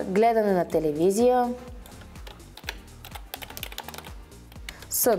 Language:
Bulgarian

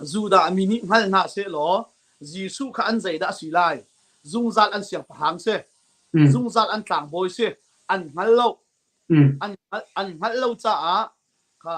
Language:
Hakha Chin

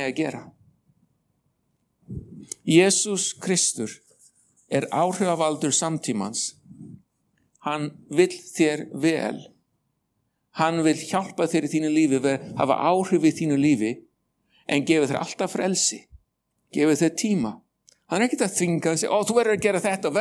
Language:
Icelandic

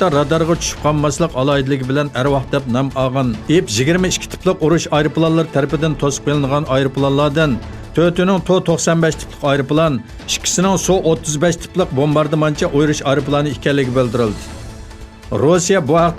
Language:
Uyghur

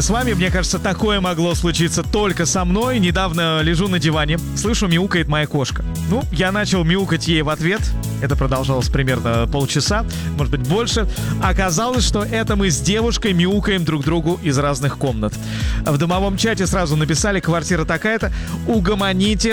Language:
Russian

